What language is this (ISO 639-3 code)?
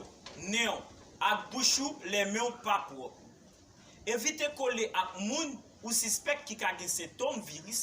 hat